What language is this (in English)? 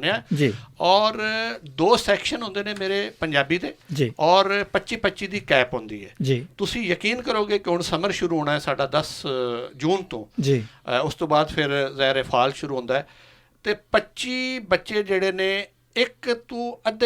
Western Panjabi